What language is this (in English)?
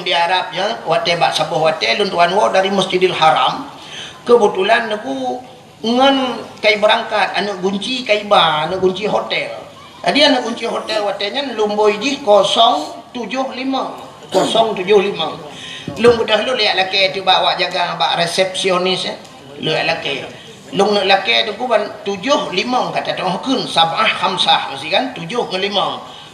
Achinese